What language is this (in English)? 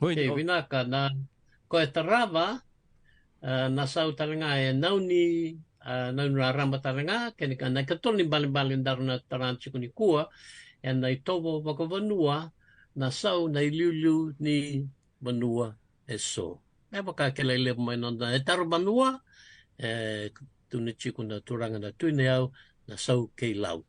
Fijian